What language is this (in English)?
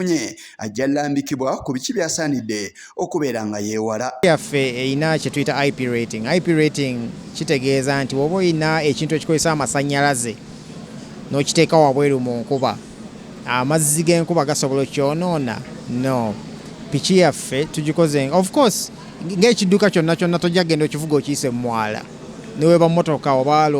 Ganda